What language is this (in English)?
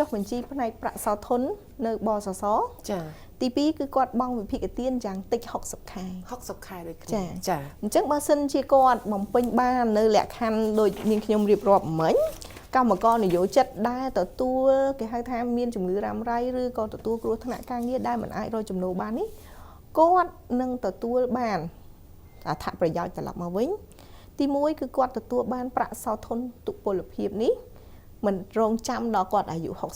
Khmer